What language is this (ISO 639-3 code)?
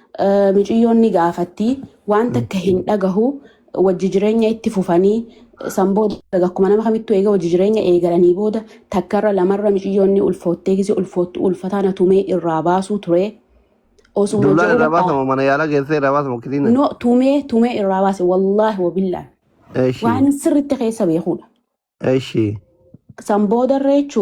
orm